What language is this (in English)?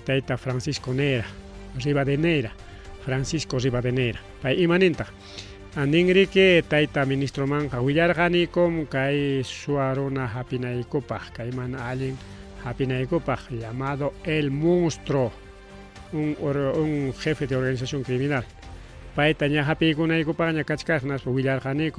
Ayacucho Quechua